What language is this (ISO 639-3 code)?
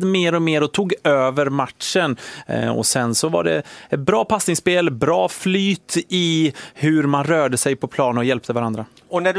swe